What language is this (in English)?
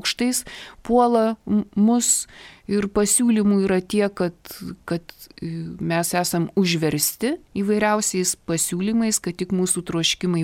Lithuanian